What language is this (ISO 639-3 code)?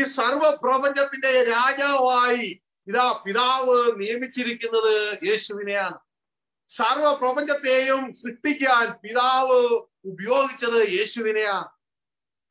mal